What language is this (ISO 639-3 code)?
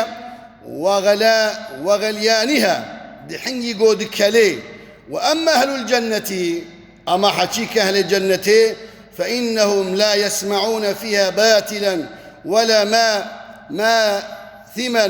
kur